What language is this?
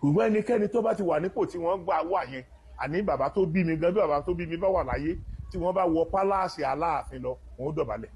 Yoruba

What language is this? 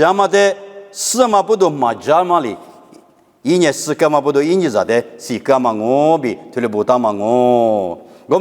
Lisu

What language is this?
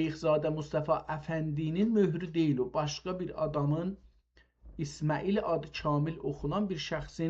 South Azerbaijani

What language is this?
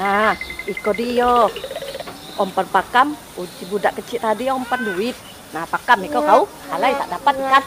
Musi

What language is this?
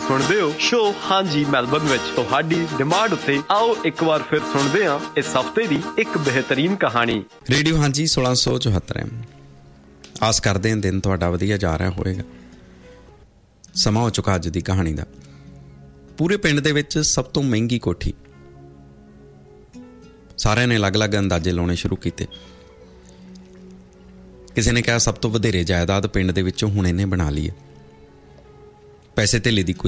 Punjabi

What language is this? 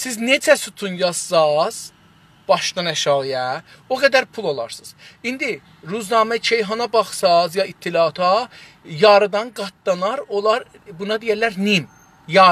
South Azerbaijani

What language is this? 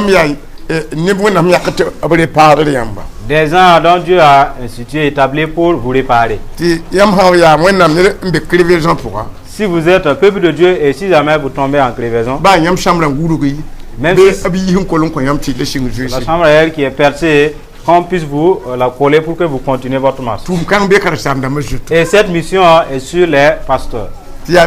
Mossi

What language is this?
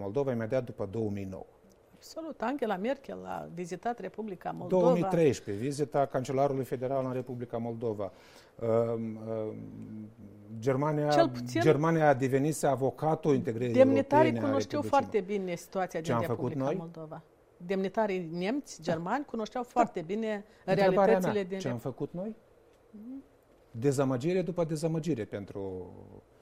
Romanian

